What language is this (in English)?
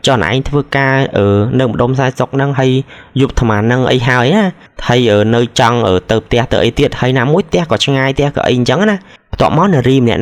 Khmer